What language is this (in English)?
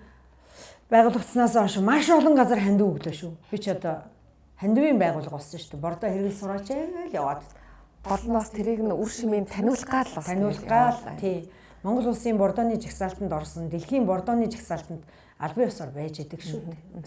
Mongolian